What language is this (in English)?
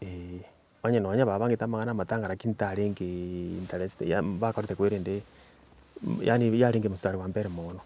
Gusii